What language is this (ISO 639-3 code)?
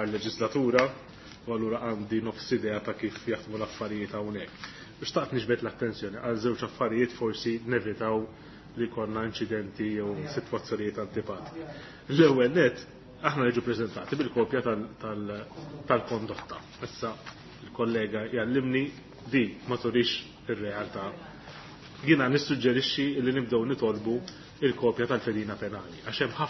mlt